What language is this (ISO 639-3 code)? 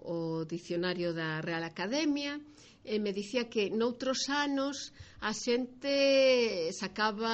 glg